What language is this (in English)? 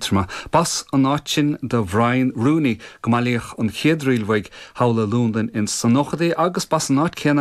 Irish